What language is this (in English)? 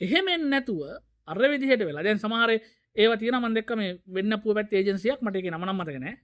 Sinhala